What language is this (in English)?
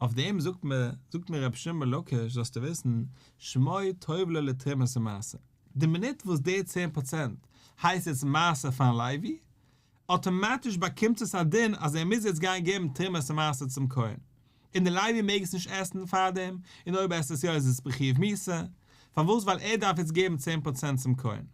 Yiddish